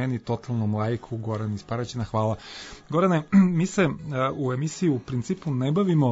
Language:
Serbian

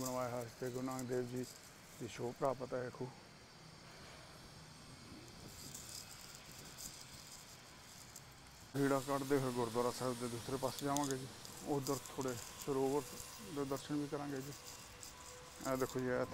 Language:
Punjabi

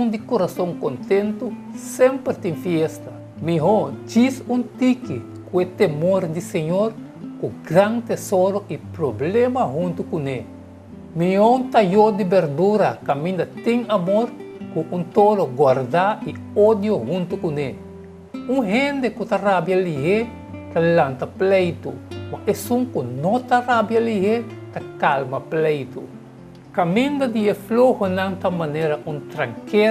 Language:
Papiamento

